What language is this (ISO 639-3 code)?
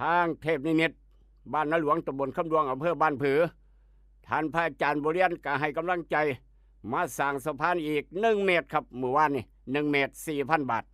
tts